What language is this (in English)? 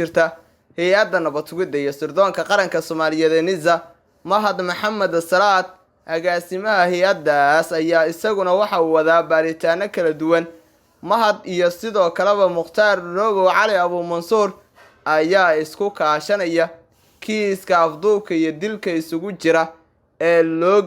Somali